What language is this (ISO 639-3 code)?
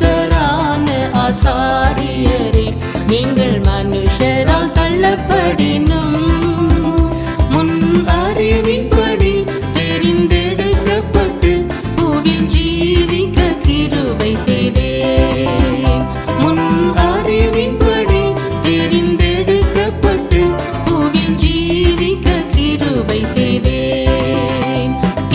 tam